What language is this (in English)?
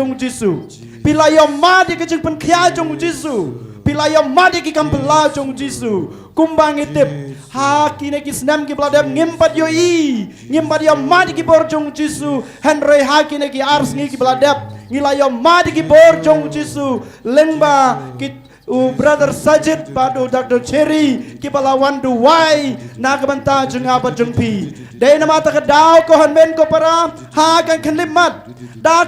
Khasi